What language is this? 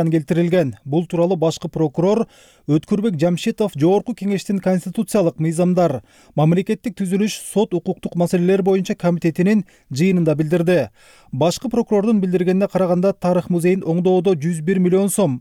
Kyrgyz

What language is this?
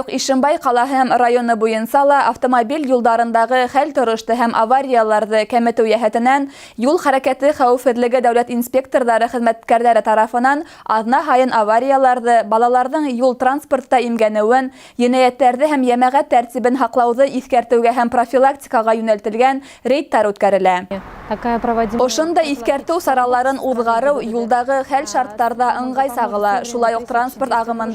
Bashkir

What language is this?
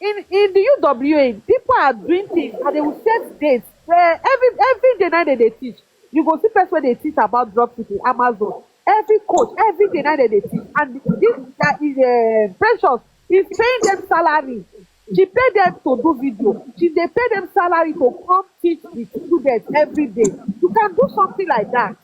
Nigerian Pidgin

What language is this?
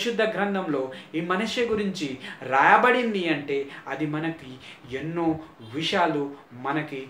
Telugu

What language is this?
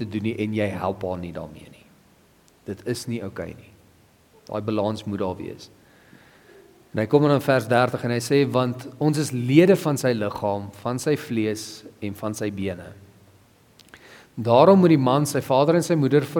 Afrikaans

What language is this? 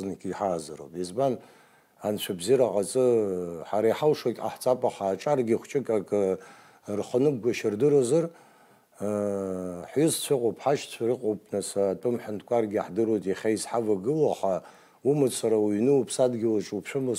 Abkhazian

